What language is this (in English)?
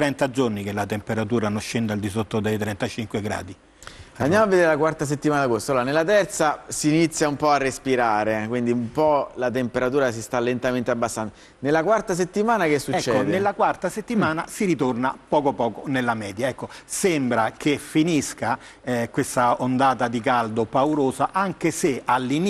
Italian